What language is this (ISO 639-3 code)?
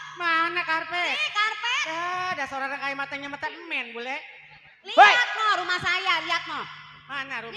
bew